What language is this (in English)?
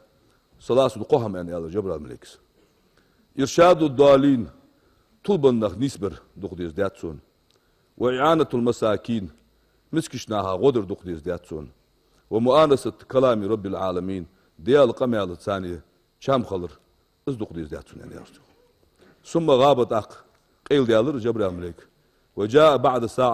Ingush